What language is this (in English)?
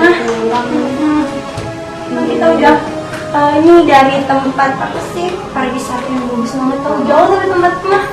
Sasak